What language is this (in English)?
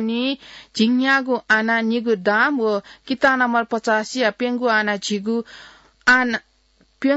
Newari